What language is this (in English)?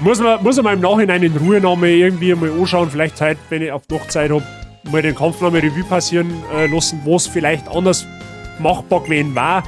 Bavarian